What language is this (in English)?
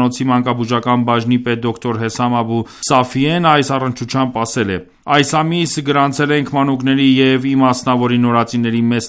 Armenian